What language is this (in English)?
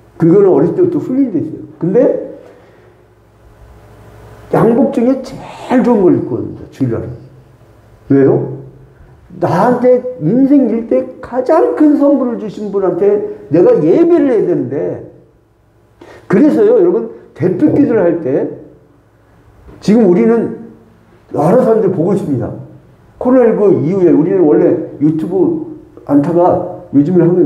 Korean